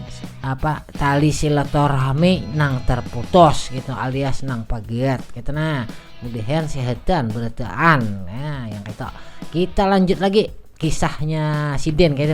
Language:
Banjar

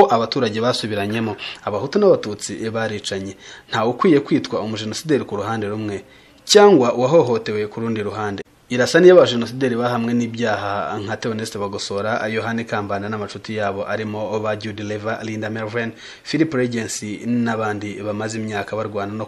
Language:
Kinyarwanda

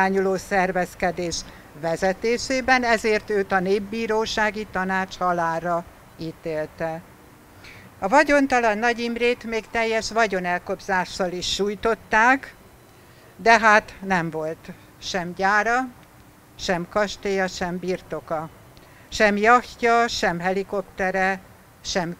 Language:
Hungarian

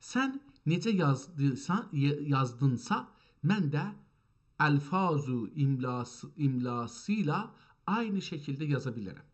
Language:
South Azerbaijani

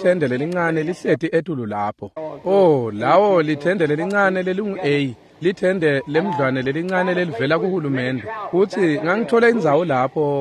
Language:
Swati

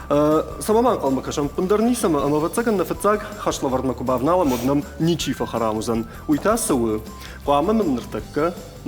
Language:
Ossetic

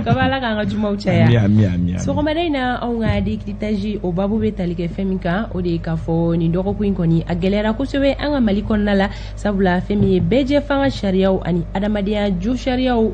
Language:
Bambara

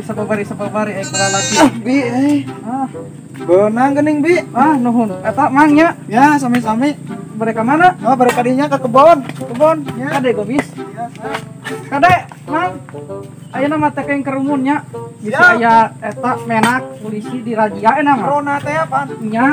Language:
Sundanese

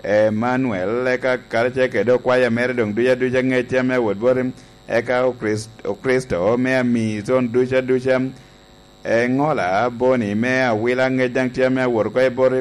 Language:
Lango (Uganda)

